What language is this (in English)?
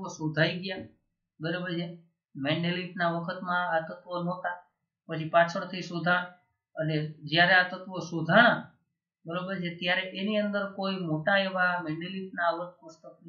Gujarati